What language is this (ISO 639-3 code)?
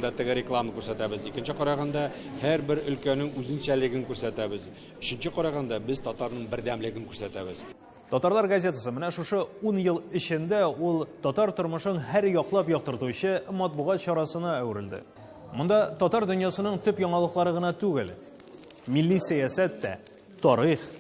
tat